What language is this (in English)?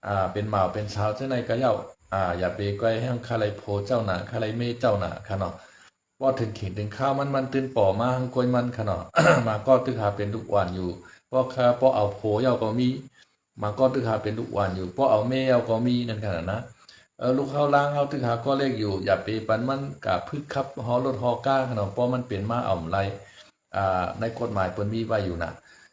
Shan